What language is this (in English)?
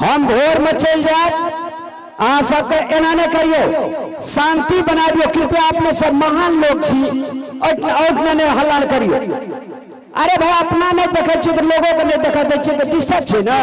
Maithili